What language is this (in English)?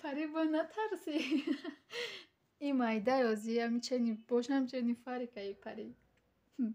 Tajik